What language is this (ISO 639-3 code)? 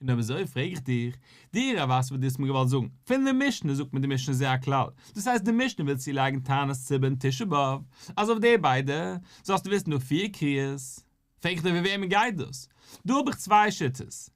yid